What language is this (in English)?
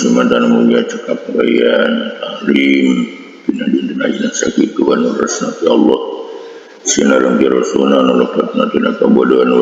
Sundanese